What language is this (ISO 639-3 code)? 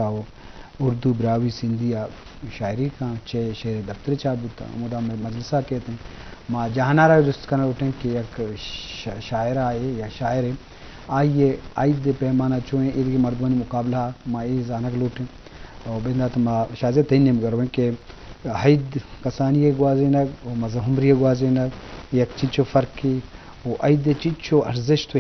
bgp